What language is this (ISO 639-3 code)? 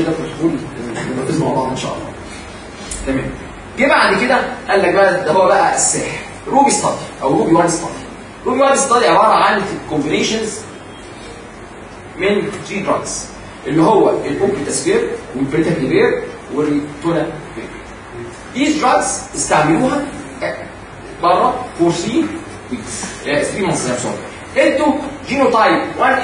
arz